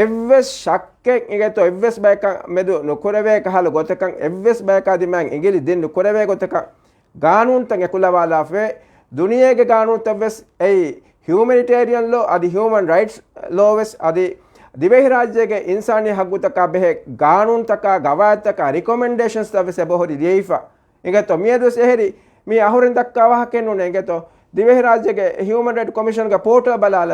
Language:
Divehi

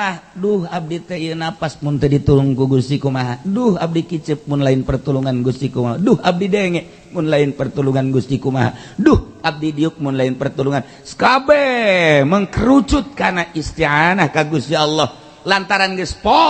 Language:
Sundanese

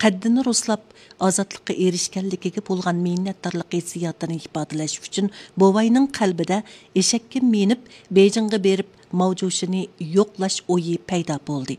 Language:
Uyghur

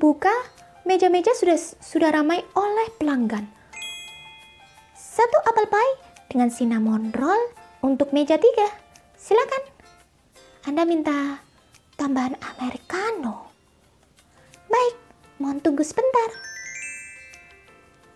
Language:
Indonesian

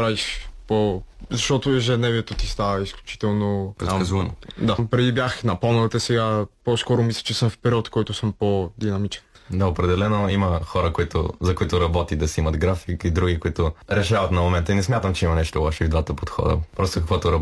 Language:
Bulgarian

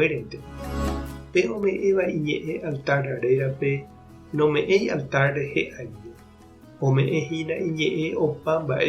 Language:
Guarani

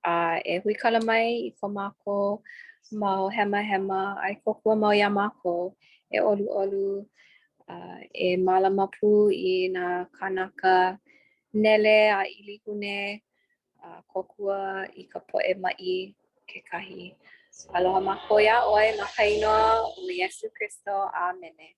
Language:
Hawaiian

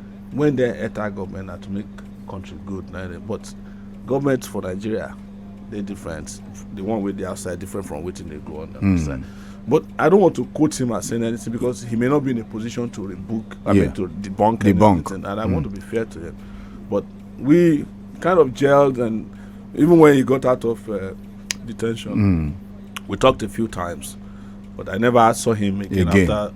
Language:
Nigerian Pidgin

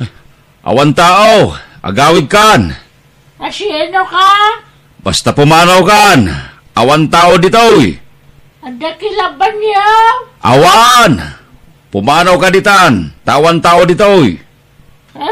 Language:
Iloko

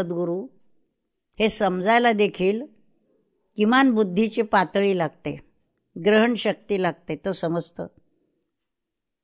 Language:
Marathi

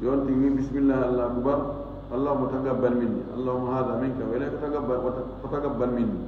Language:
Fula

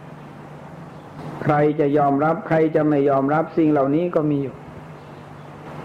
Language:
Thai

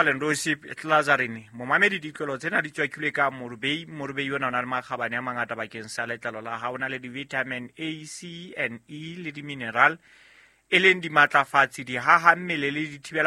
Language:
Southern Sotho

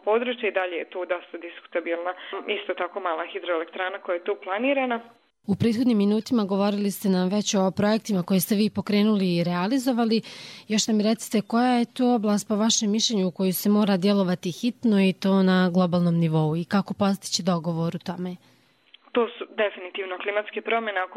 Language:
Bosnian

